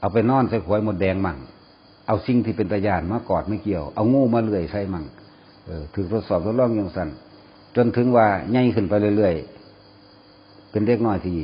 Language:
Northeastern Thai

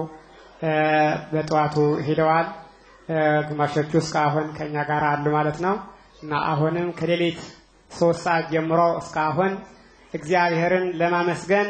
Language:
Amharic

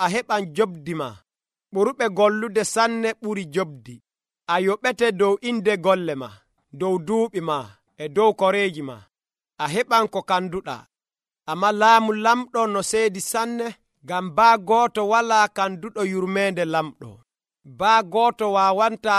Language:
Nigerian Fulfulde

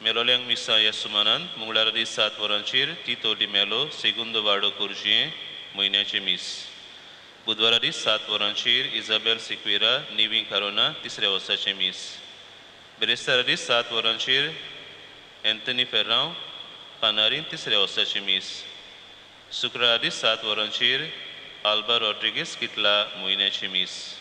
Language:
Konkani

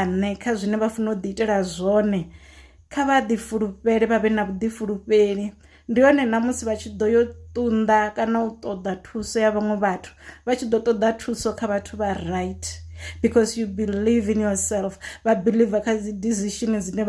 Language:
Venda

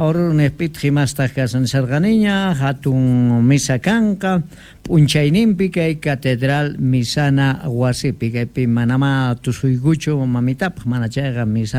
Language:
South Bolivian Quechua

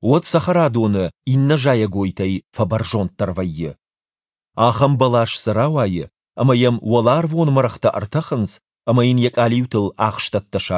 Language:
Ossetic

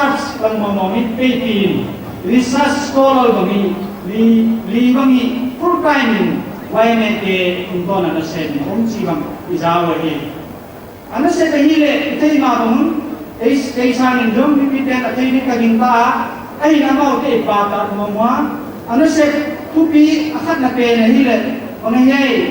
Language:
Paite Chin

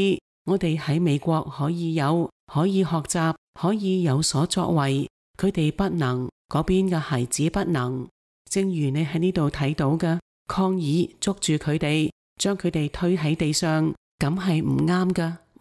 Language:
Cantonese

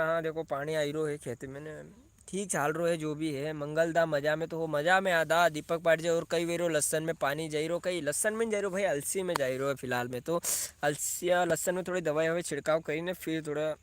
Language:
Rajasthani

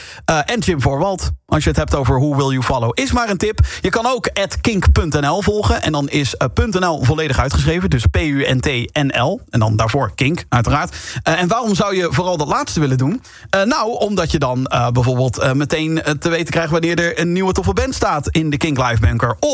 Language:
Dutch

